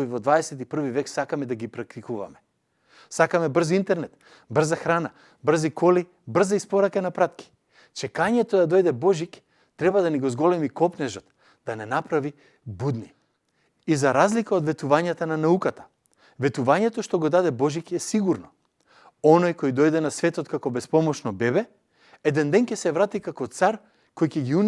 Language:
Macedonian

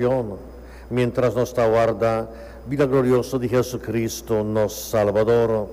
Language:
Papiamento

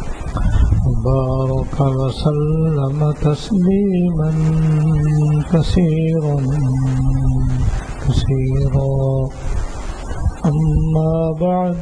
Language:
Urdu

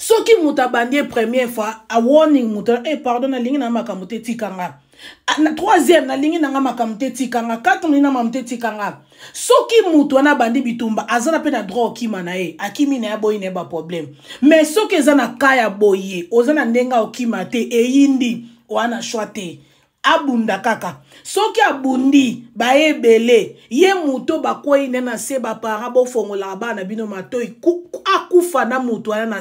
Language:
Lingala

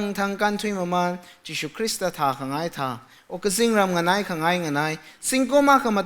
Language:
Tangkhul Naga (India)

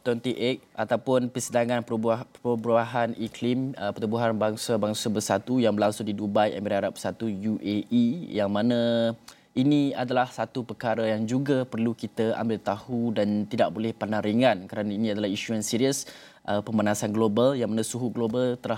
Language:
Malay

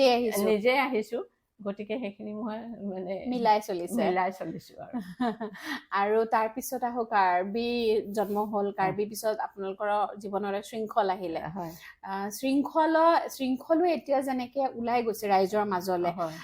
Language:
Assamese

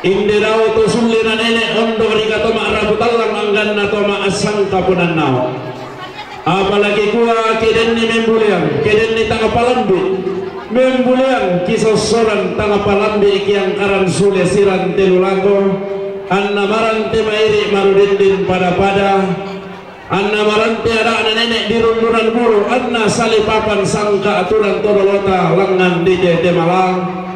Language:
Toraja-Sa'dan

